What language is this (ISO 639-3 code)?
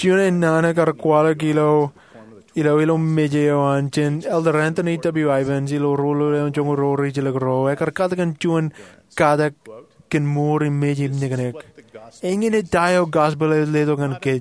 mah